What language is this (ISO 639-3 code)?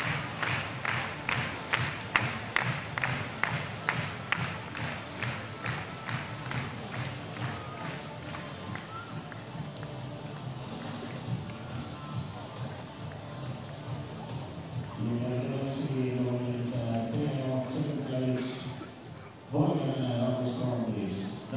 est